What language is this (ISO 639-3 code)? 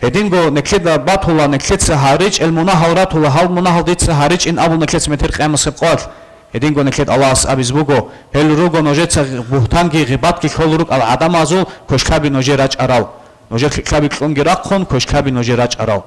ava